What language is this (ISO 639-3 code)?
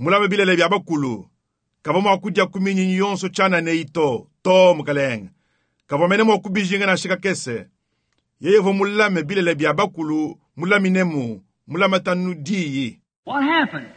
lua